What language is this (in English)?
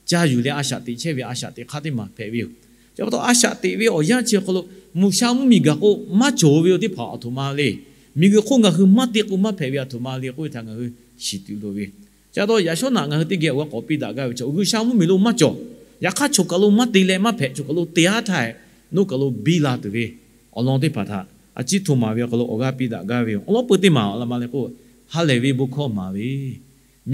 Lahu